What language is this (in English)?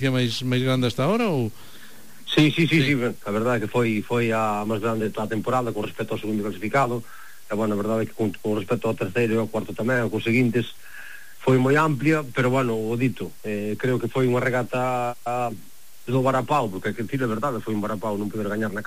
Galician